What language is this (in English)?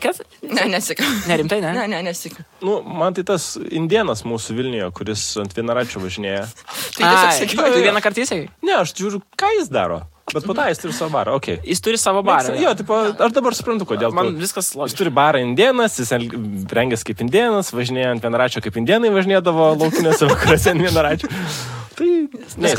Lithuanian